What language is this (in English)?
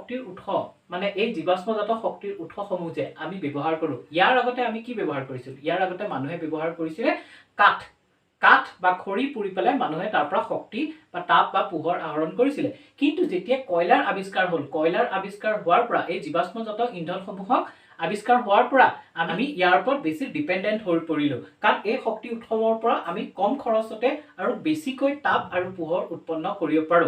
Assamese